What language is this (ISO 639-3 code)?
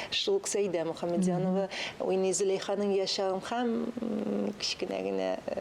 tat